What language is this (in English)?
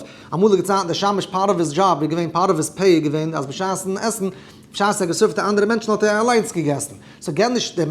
Yiddish